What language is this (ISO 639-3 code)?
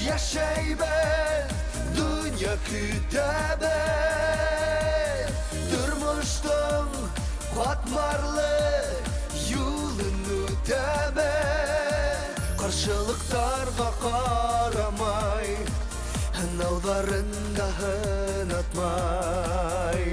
bak